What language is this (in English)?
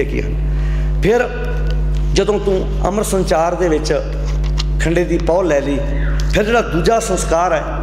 Punjabi